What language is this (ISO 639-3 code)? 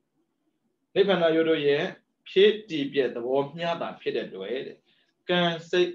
mya